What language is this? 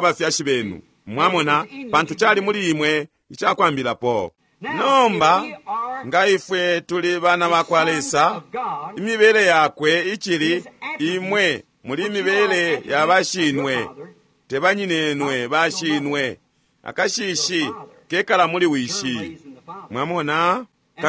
Bemba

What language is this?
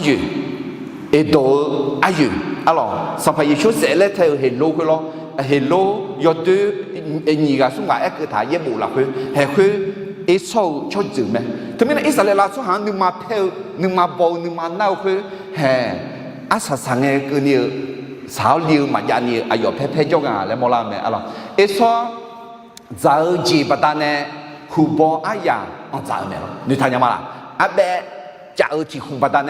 Akha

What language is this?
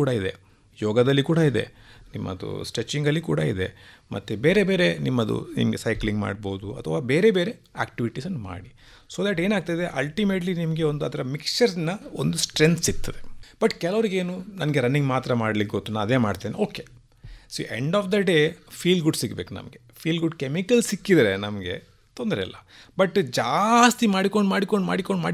Kannada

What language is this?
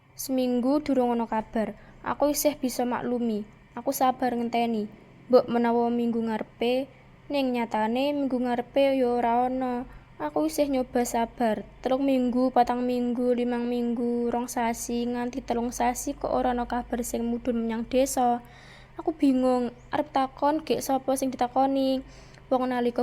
Javanese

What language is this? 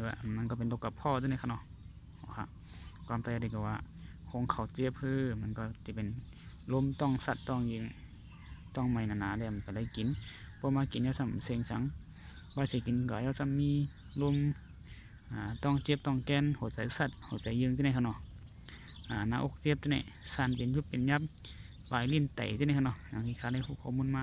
Shan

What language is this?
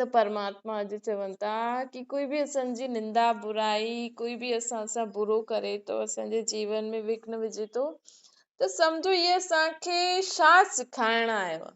Sindhi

